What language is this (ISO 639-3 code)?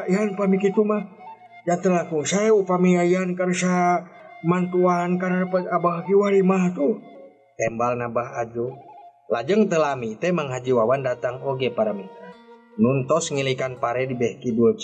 sun